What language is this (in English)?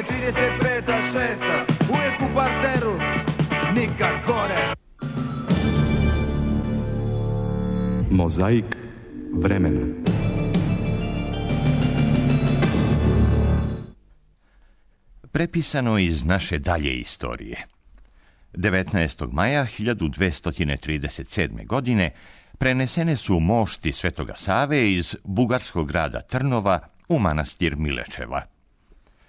Serbian